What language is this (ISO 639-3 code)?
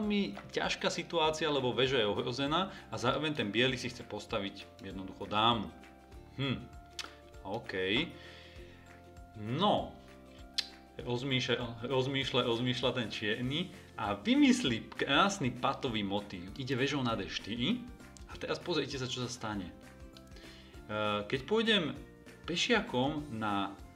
slk